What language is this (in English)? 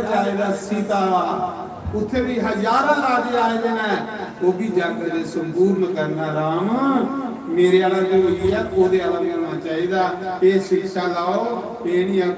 Dogri